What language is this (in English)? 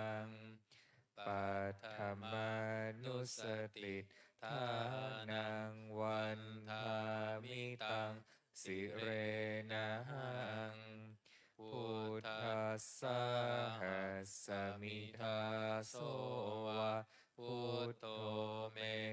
Pali